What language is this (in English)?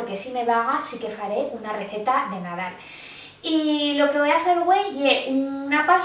Aragonese